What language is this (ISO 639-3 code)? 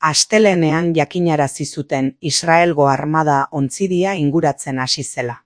eus